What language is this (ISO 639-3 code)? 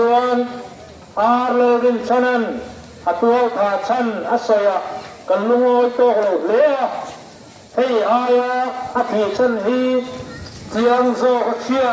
lus